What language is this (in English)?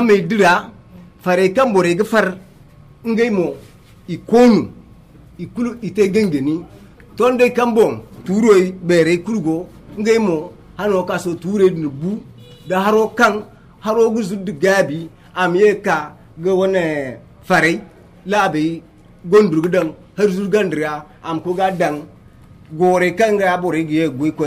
Zarma